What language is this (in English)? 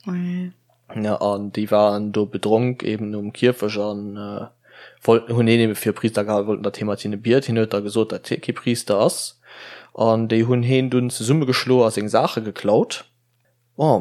Luxembourgish